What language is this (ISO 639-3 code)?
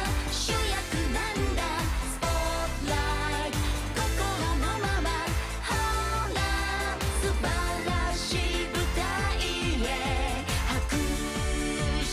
jpn